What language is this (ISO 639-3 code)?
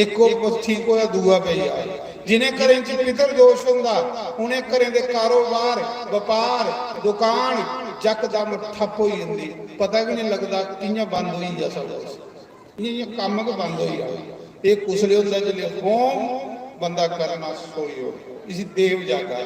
doi